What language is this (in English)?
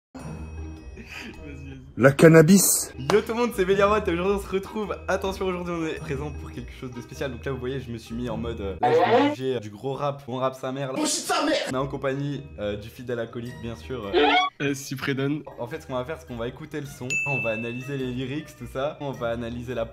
French